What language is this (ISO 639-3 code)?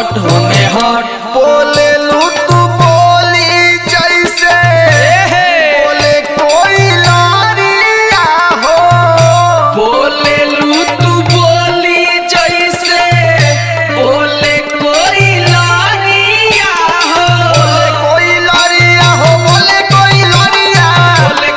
bho